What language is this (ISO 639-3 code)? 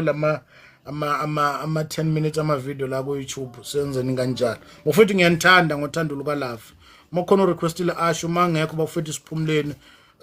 zul